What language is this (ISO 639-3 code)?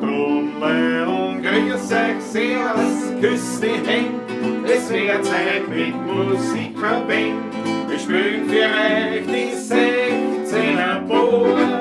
bar